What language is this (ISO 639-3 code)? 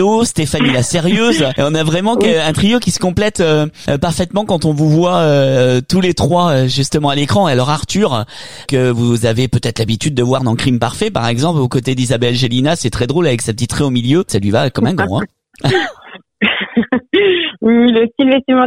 fra